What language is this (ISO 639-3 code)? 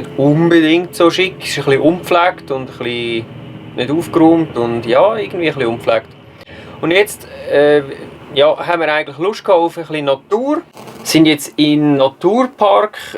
gsw